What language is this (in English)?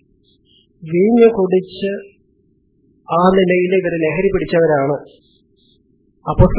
Malayalam